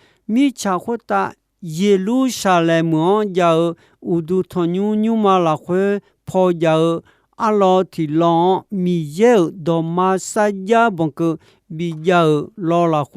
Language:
Akha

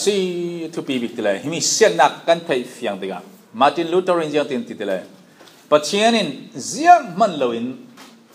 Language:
Falam Chin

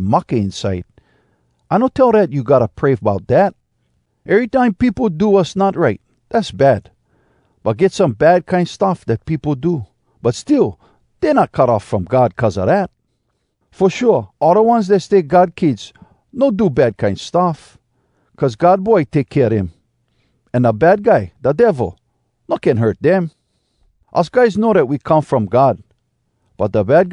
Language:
Hawai'i Creole English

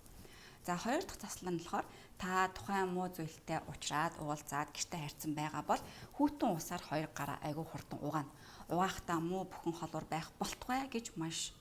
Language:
Mongolian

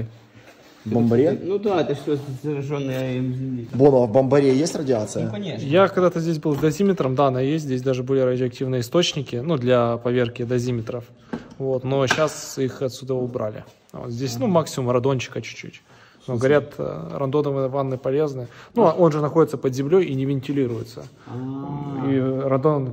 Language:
Russian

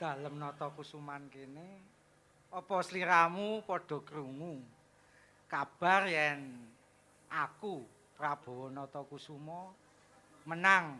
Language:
Javanese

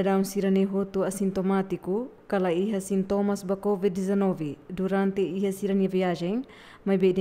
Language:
Tetum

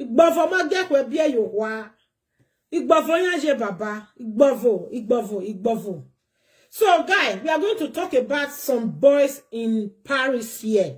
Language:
Nigerian Pidgin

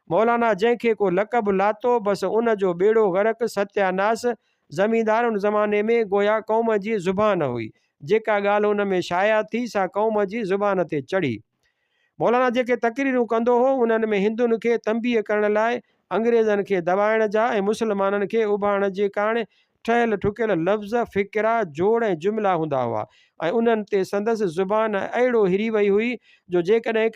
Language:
Sindhi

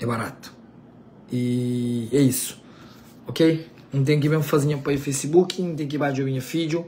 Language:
Kabuverdianu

